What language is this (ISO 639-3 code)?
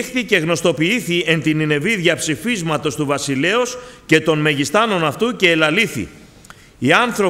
ell